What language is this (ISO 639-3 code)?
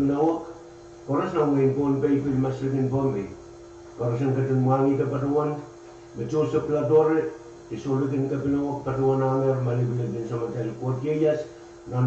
pon